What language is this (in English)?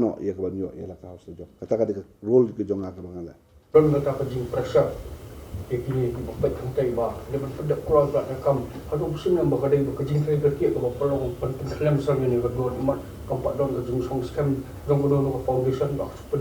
Khasi